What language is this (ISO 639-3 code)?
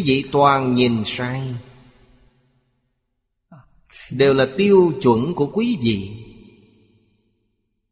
vie